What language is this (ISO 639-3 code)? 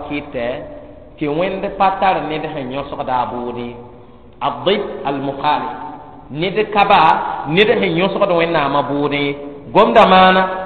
mos